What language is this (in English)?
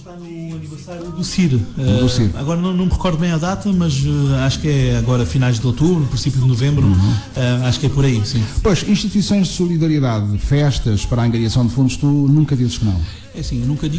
Portuguese